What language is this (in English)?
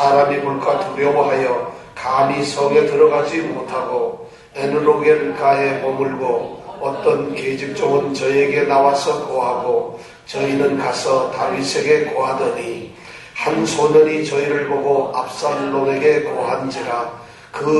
Korean